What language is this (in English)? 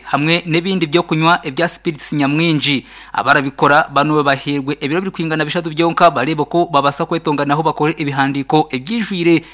Nyankole